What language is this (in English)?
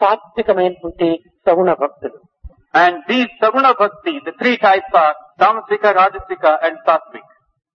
Telugu